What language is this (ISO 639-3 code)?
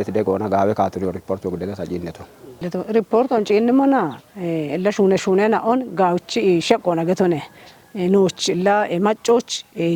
kbr